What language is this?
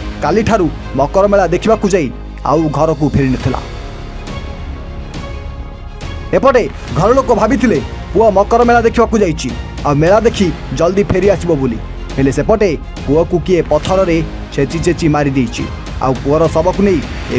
Odia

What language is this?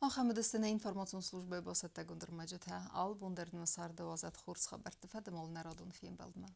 Ossetic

